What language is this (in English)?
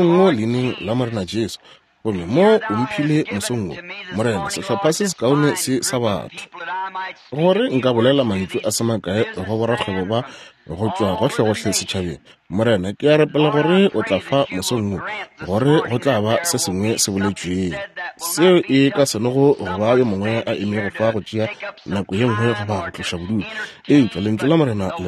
Northern Sotho